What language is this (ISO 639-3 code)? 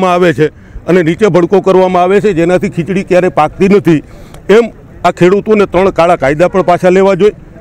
guj